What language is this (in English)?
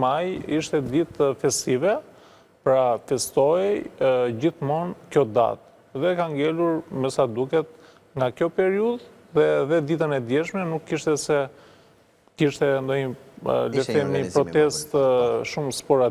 Albanian